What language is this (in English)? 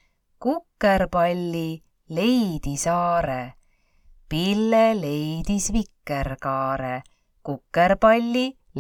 Estonian